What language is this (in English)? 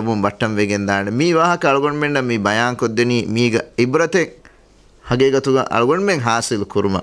Divehi